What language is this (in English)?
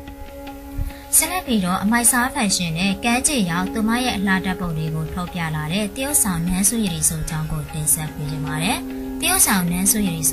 Burmese